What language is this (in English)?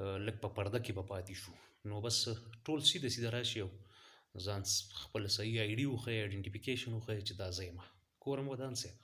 Pashto